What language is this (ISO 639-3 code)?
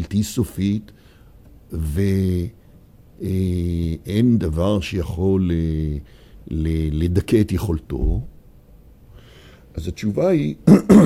heb